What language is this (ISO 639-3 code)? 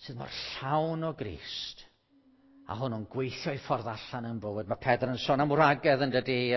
cym